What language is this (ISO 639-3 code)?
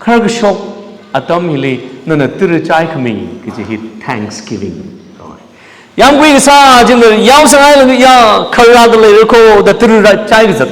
nmf